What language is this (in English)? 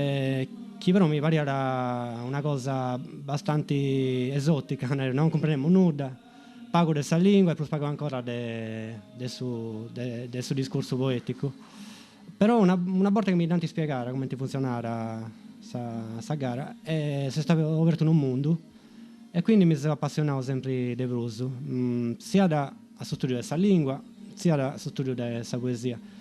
Sardinian